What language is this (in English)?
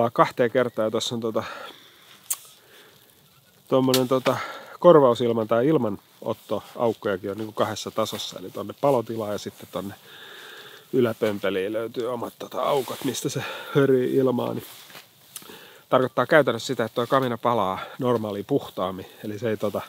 Finnish